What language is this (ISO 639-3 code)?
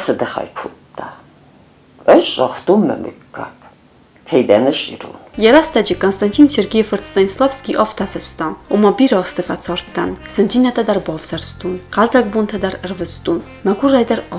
oss